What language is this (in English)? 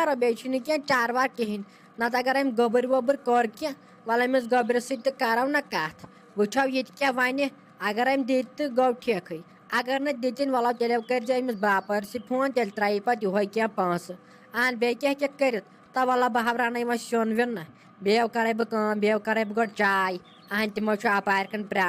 Kashmiri